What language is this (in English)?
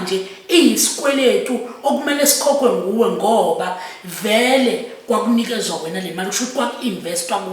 Zulu